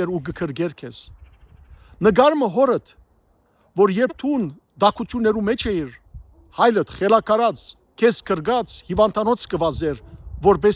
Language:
Western Armenian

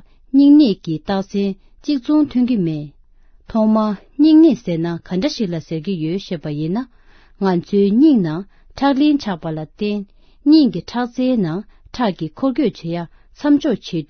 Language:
Tibetan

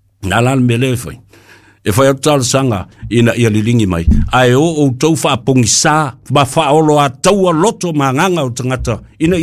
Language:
Samoan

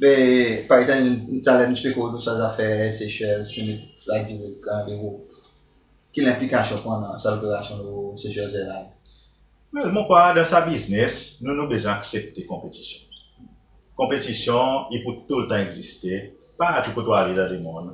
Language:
Seselwa Creole French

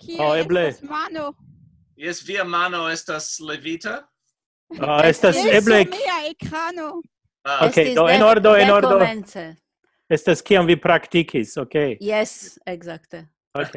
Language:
Esperanto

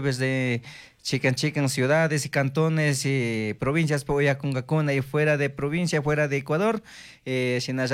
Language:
Chimborazo Highland Quichua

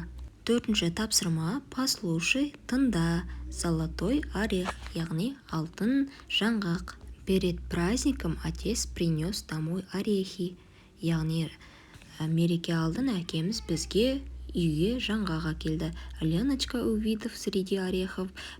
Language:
Kazakh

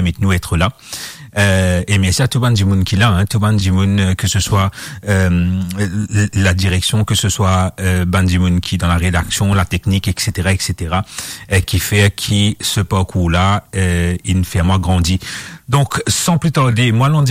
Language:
Morisyen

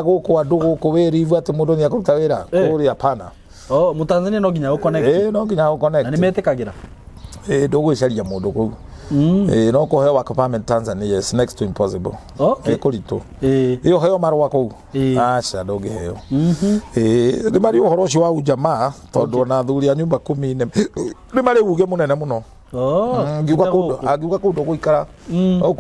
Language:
Kikuyu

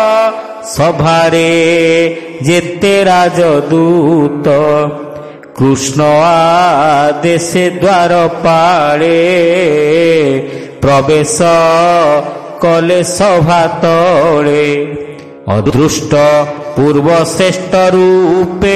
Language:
Odia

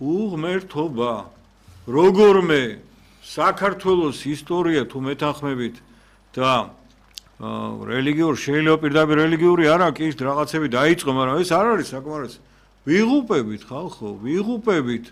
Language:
Georgian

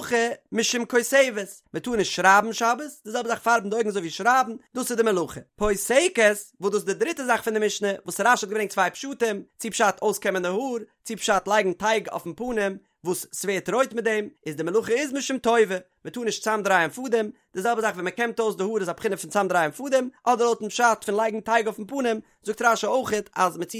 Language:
Yiddish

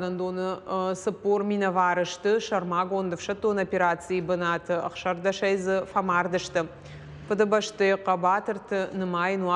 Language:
Ossetic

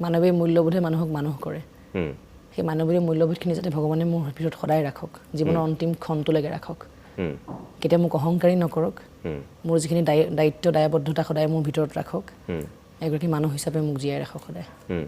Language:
Assamese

